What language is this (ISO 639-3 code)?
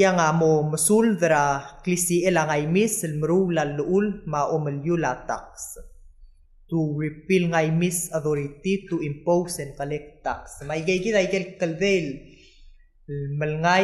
pau